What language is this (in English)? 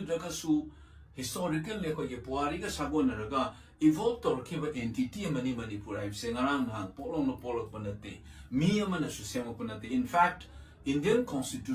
Manipuri